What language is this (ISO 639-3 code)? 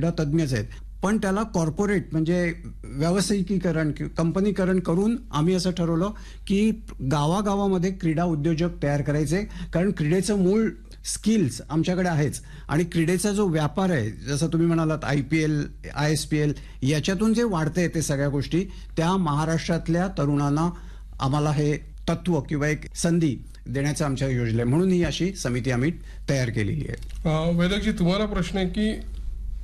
mar